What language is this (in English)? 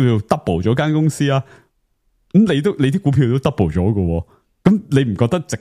Cantonese